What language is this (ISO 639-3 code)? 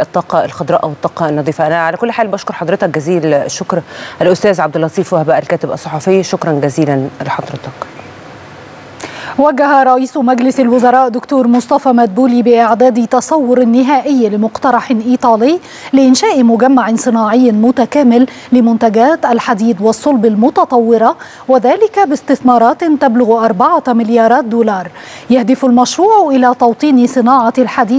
ara